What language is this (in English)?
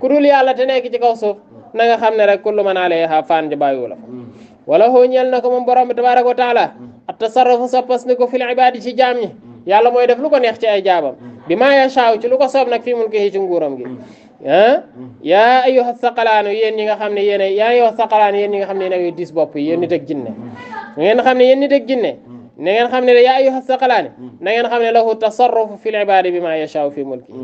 Wolof